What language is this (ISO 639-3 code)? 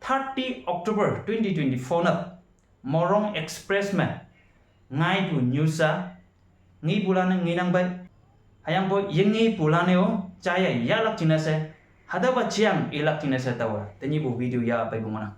nbe